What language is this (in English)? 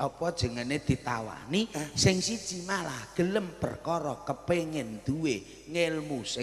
Javanese